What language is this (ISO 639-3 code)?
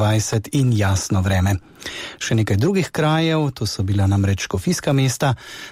slv